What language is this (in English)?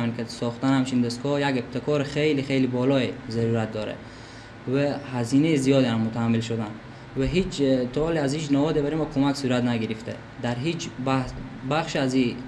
Persian